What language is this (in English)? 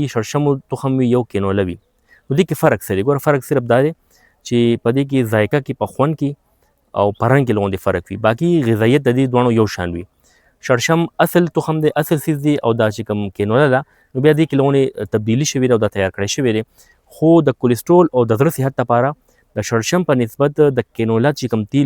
Pashto